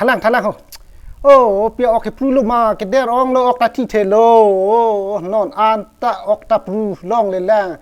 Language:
Karbi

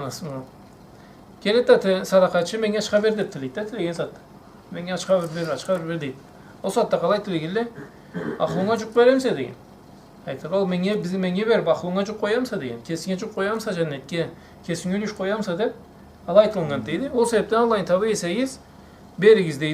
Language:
Karachay-Balkar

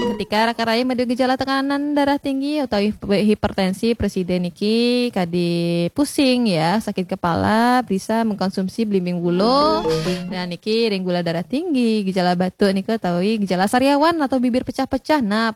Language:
Balinese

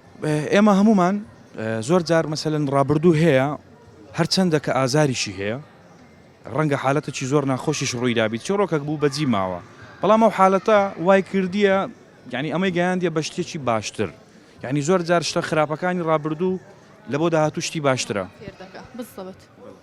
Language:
Central Kurdish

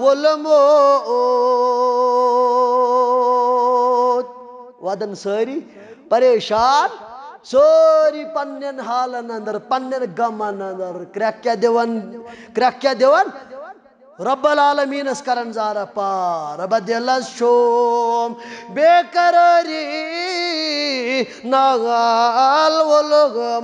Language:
Kashmiri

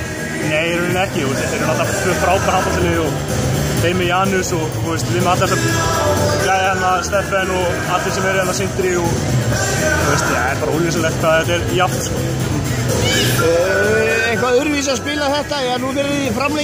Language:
Icelandic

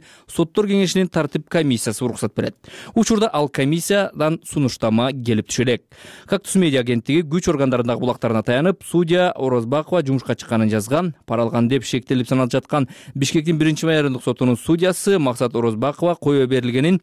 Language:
Kyrgyz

